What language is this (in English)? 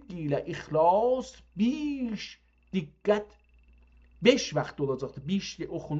South Azerbaijani